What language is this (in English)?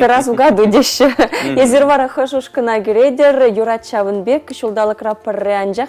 Chuvash